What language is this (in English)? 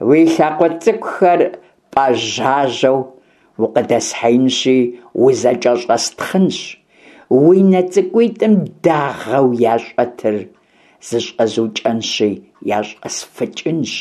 Kabardian